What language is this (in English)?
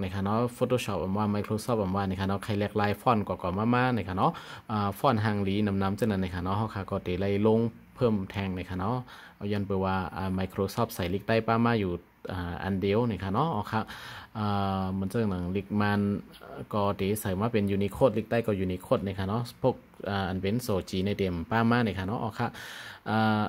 Shan